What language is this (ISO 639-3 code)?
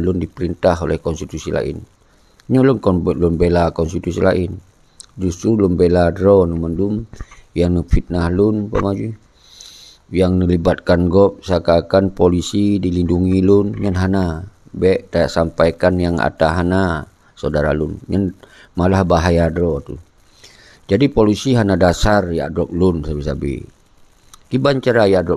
ace